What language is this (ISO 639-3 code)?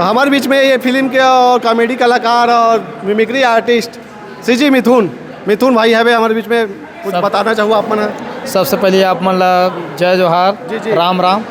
hne